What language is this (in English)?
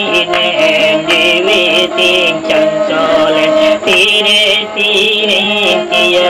Santali